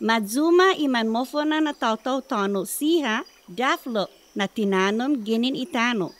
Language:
Chamorro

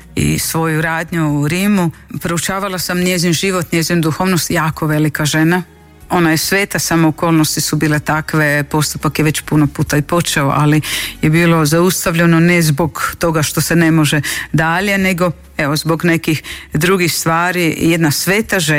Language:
Croatian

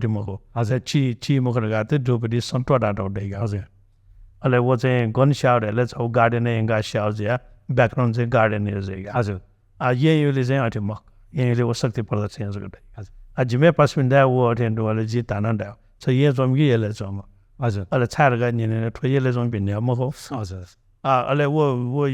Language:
Newari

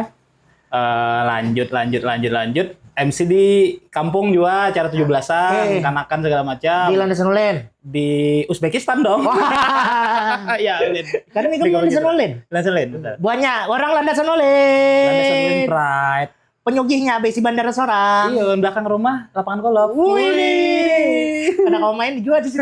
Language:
Banjar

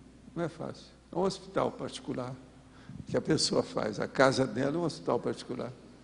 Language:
Portuguese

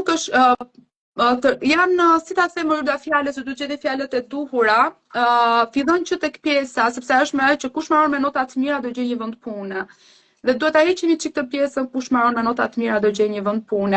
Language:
Albanian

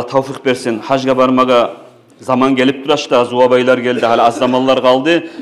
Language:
Kumyk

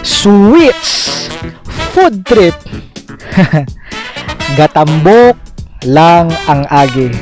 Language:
Cebuano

